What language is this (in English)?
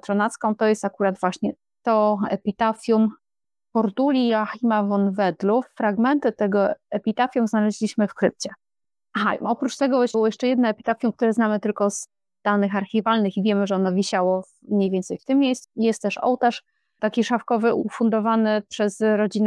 Polish